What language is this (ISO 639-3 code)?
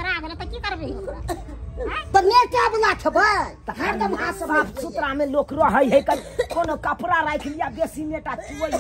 mai